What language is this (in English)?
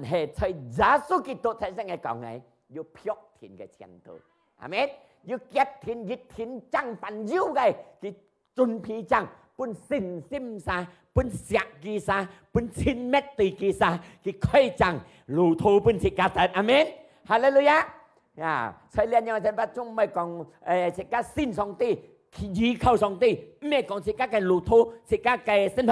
Hakka Chinese